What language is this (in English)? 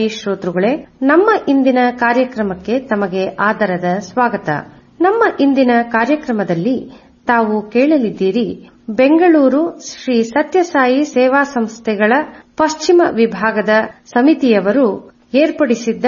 Kannada